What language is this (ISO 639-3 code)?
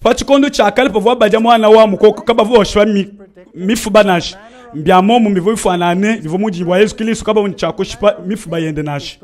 lua